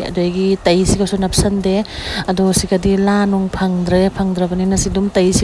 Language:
Manipuri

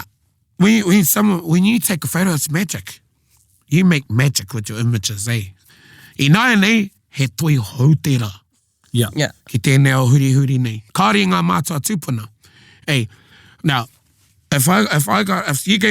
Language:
Māori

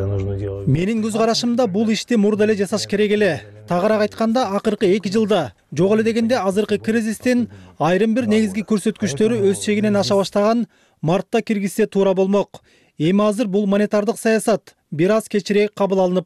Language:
Kyrgyz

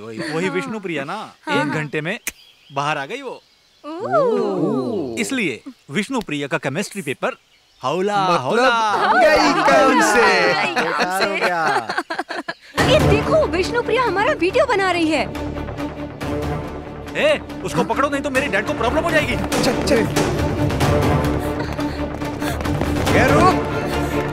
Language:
Hindi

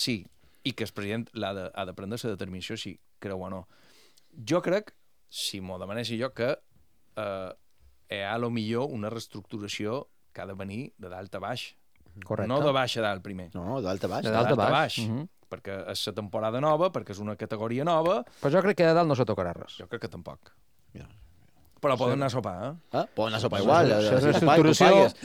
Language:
Catalan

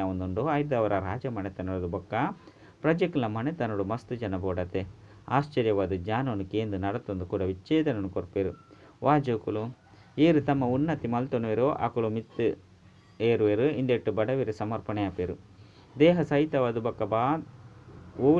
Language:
Tulu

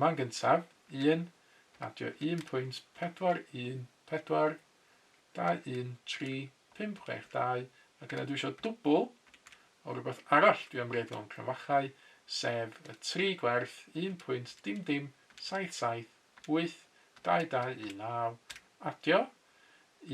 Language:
Welsh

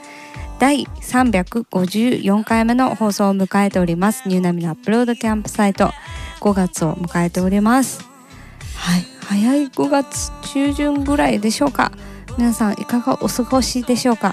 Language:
Japanese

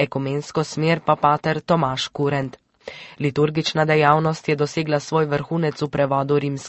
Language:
Slovenian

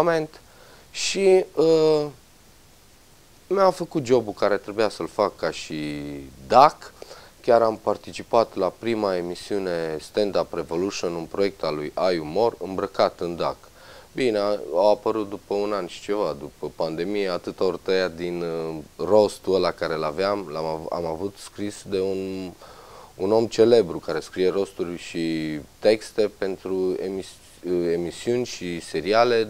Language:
Romanian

